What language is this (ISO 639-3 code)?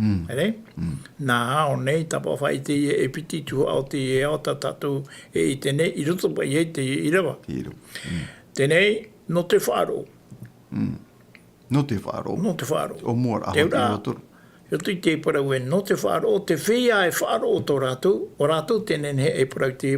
tah